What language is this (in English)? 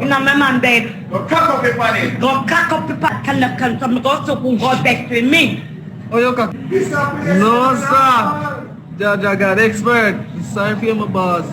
Jamaican Creole English